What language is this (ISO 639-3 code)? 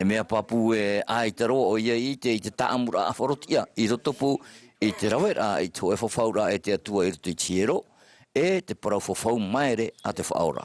tah